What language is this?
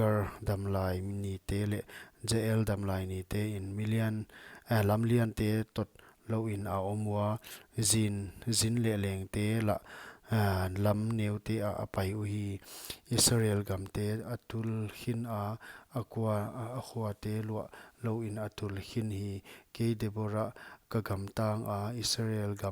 Paite Chin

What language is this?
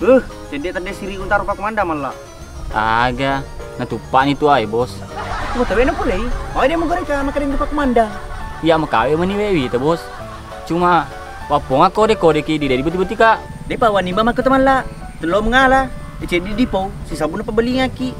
Buginese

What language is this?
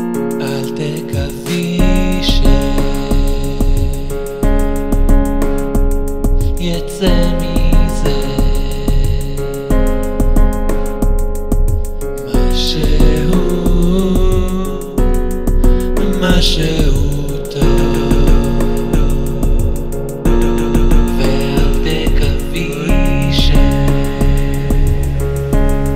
Hebrew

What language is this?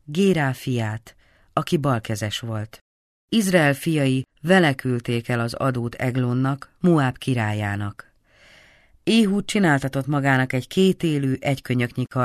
Hungarian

